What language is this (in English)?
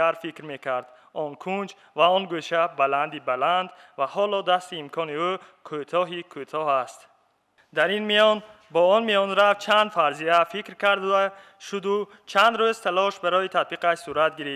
Tajik